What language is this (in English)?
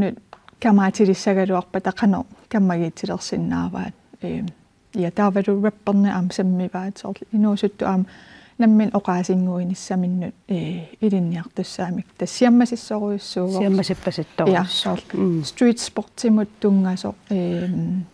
Kalaallisut